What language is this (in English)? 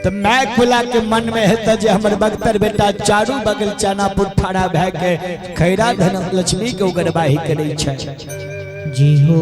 Maithili